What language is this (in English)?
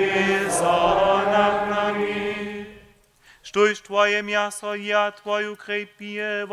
Upper Sorbian